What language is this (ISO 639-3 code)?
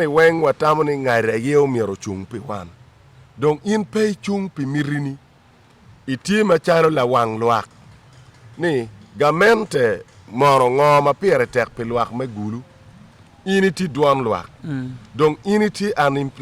ach